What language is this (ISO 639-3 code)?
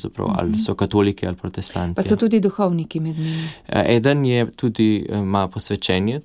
slv